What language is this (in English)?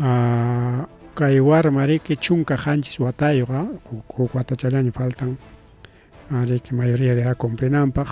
Ayacucho Quechua